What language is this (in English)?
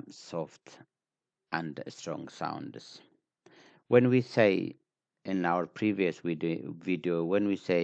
English